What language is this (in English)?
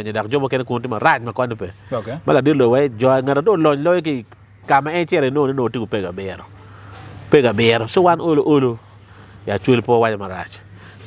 Acoli